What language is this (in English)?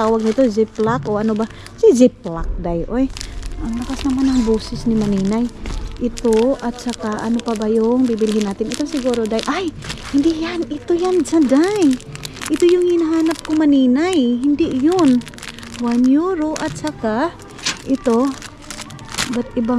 Filipino